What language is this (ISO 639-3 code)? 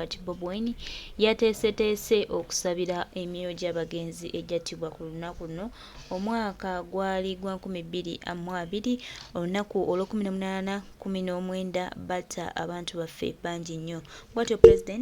lug